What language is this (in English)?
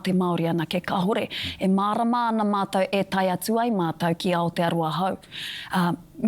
Māori